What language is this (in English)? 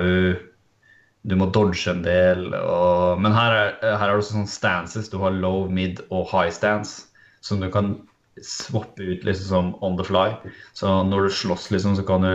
Norwegian